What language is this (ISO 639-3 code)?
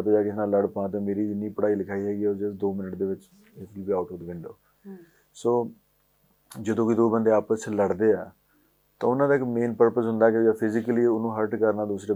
pan